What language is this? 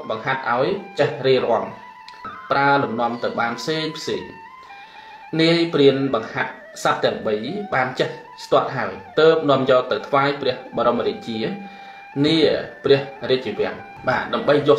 Khmer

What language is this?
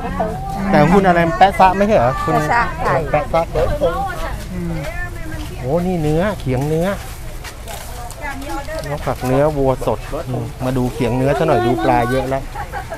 Thai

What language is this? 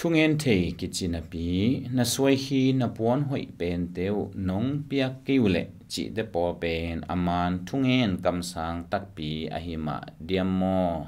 Tedim Chin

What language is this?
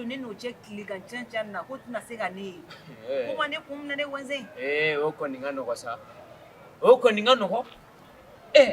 Bambara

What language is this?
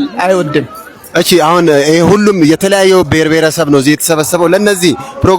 Amharic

